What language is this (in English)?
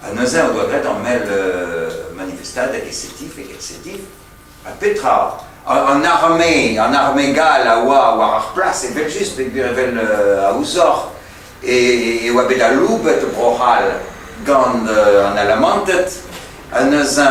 Breton